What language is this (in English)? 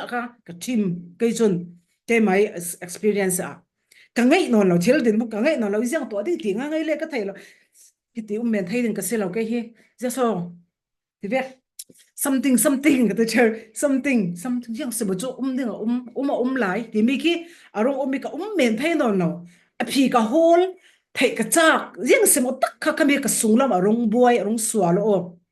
Falam Chin